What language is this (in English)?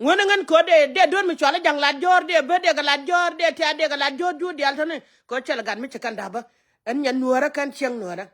Nuer